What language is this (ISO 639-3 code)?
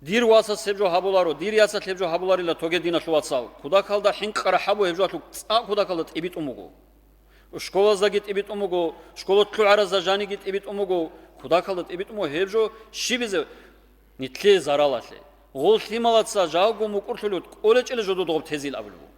ava